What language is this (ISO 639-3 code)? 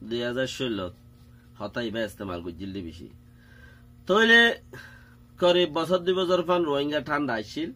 rhg